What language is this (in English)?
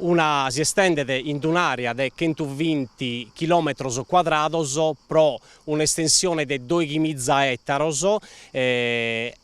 Sardinian